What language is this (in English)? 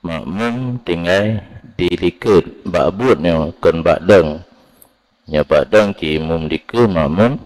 Achinese